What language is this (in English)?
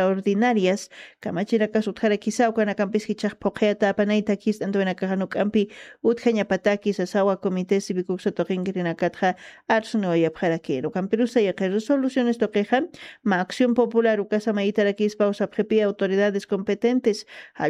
Aymara